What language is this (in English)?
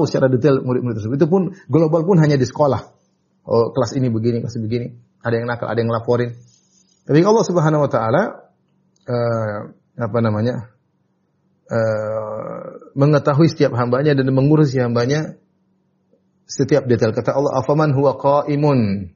Indonesian